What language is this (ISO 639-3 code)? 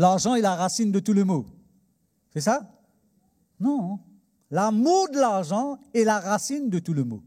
mfe